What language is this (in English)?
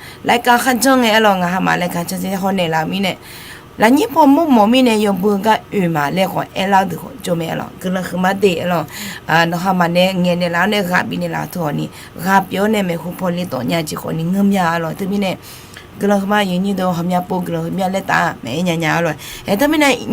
Akha